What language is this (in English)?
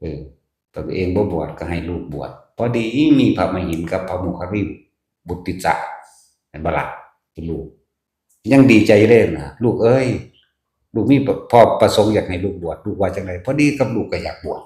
Northeastern Thai